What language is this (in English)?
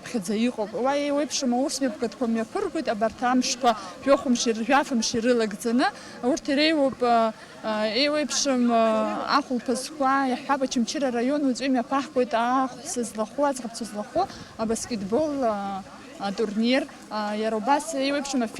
Abkhazian